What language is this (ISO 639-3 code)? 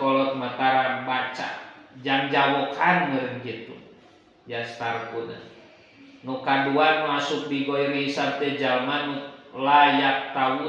sun